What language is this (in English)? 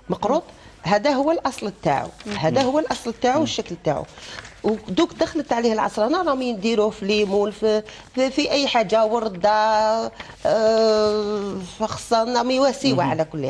Algerian Arabic